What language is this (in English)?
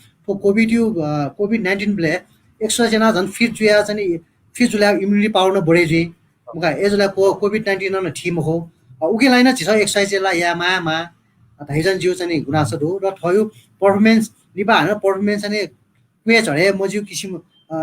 Newari